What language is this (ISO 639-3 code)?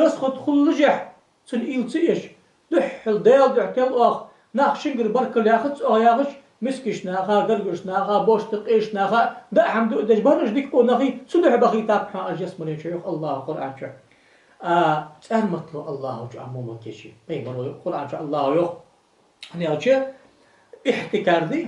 inh